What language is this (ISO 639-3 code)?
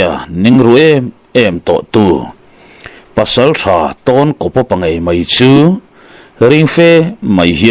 lus